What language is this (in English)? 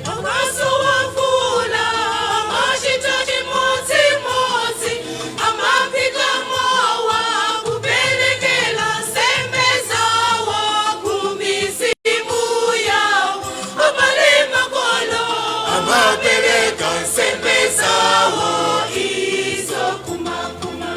Nyanja